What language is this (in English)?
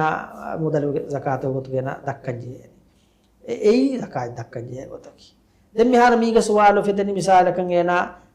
Divehi